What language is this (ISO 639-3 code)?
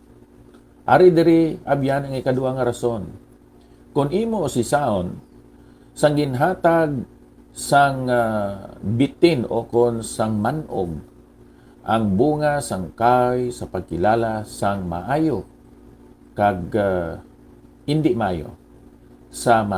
hil